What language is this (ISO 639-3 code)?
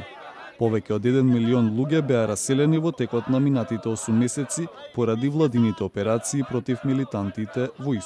mkd